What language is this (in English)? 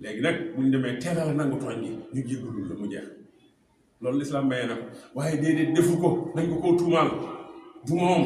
Wolof